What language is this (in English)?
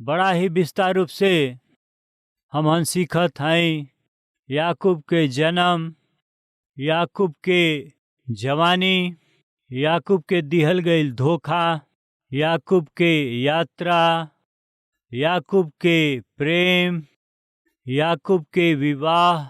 Bhojpuri